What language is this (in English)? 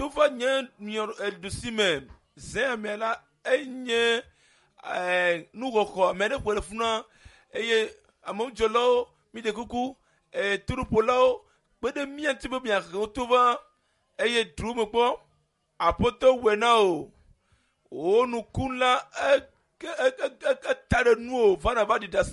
Ewe